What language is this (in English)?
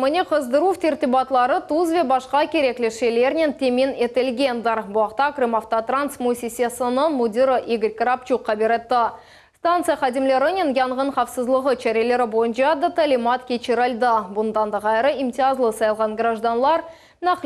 Crimean Tatar